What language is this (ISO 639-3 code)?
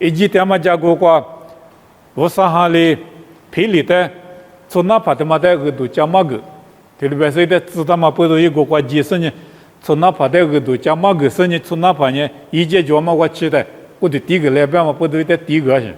lis